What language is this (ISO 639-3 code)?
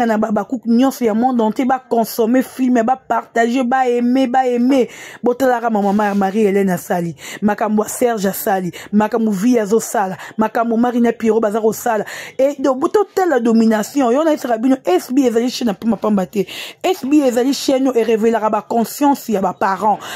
lin